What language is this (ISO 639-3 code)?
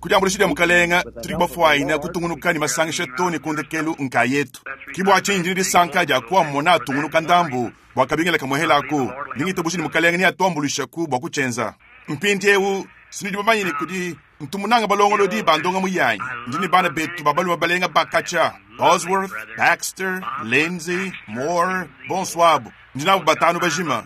lua